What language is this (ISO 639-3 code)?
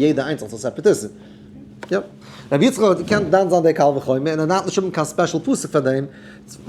yid